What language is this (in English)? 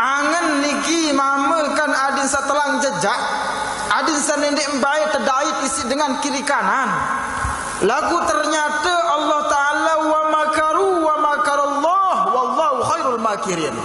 Sasak